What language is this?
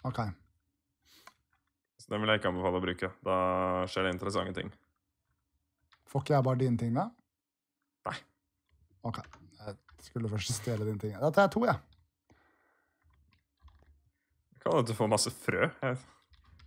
Norwegian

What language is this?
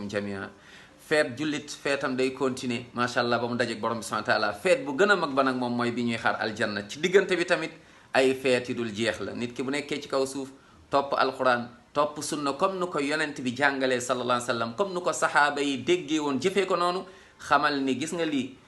Wolof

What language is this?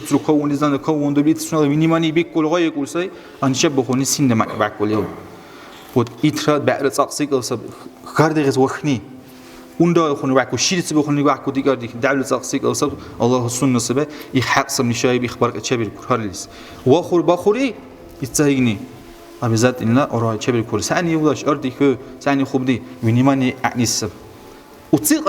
Dargwa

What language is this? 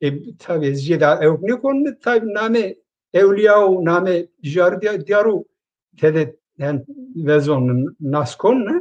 Zaza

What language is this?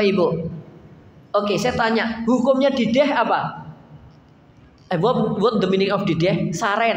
Indonesian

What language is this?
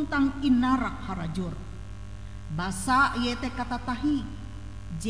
Ngaju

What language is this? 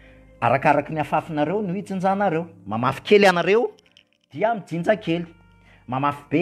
Malagasy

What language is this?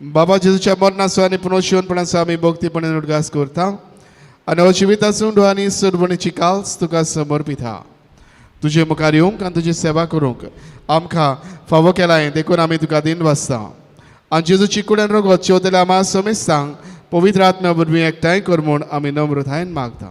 Konkani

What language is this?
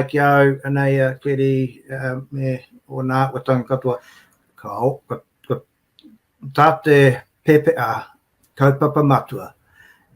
Māori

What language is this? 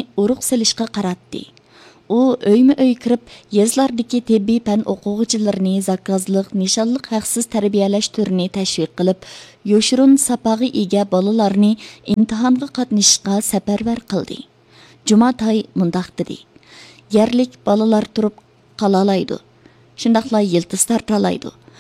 Uyghur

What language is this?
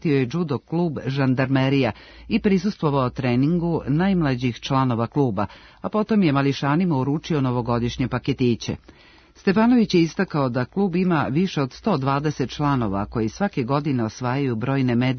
Serbian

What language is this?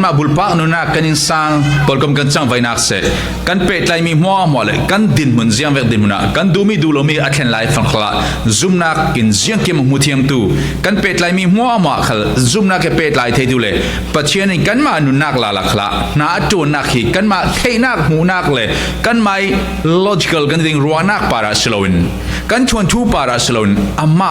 Falam Chin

